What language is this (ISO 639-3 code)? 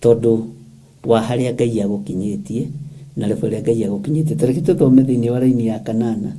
kik